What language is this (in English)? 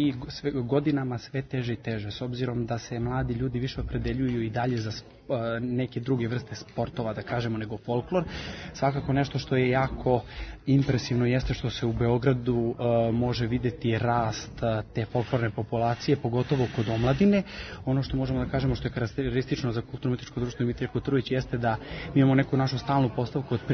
Serbian